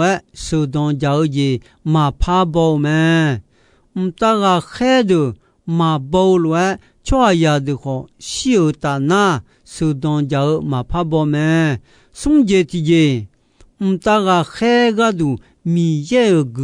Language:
Akha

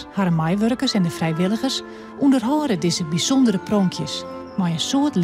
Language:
Western Frisian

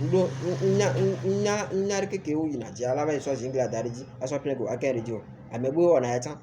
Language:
Ewe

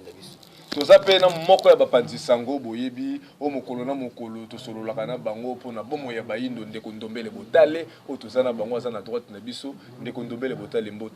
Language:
Lingala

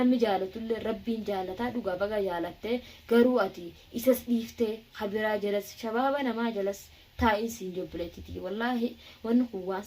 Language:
Oromo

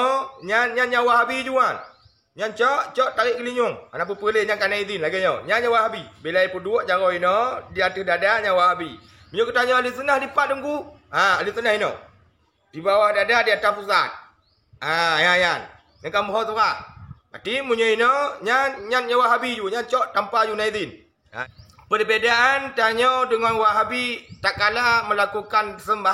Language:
Achinese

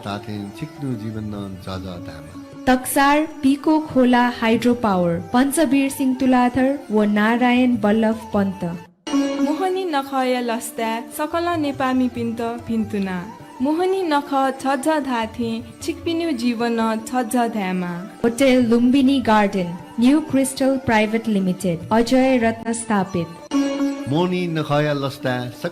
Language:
Newari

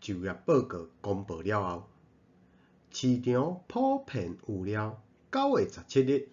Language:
Min Nan Chinese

